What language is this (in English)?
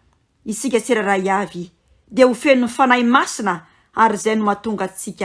Malagasy